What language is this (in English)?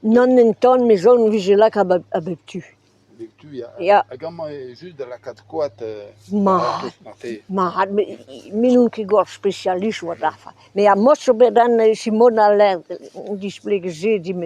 Breton